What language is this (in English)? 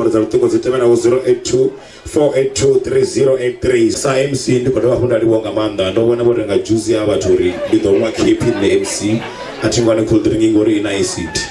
Venda